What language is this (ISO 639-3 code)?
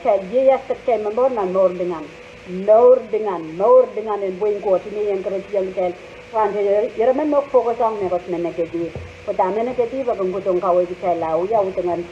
pon